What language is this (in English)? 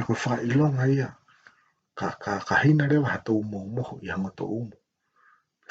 Tongan